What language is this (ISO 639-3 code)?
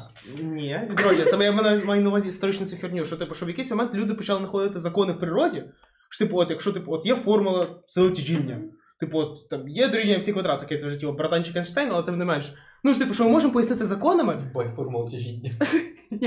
ukr